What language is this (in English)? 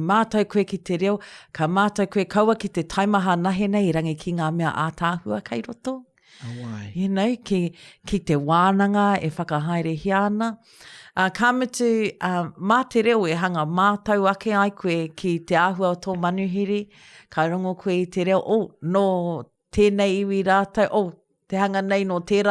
Māori